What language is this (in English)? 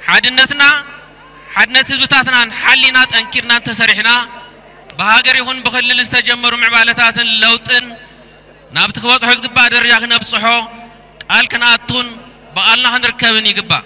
Tigrinya